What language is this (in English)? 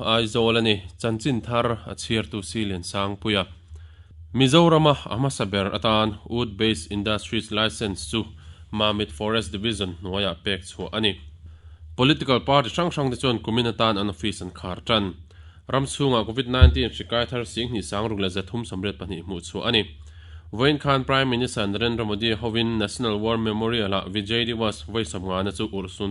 Mizo